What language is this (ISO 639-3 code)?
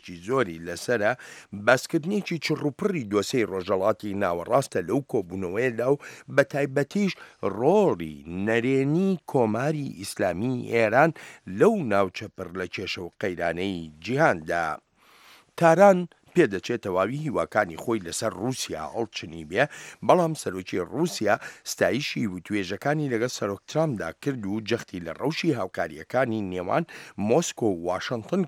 ckb